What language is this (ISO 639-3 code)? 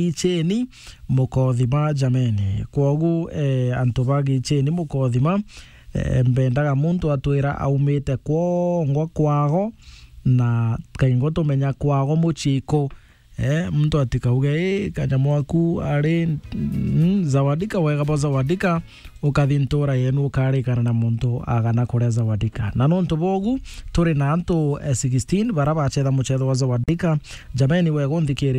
mer